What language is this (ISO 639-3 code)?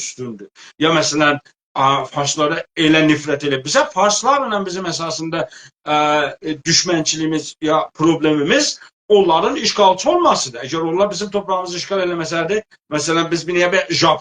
azb